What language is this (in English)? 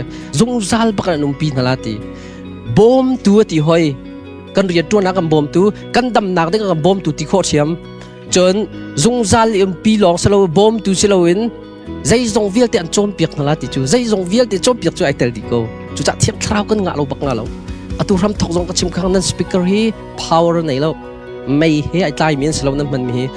Hakha Chin